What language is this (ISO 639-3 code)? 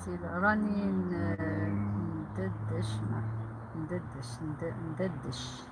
arq